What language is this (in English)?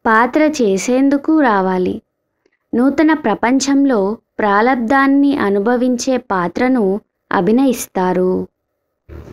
Telugu